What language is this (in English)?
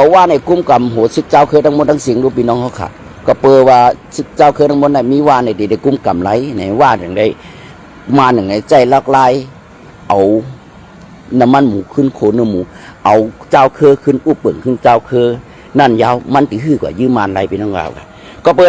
Shan